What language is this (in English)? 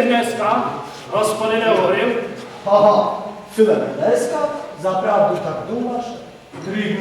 Rusyn